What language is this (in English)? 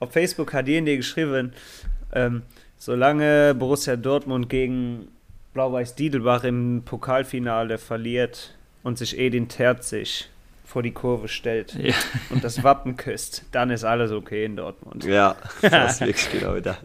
Luxembourgish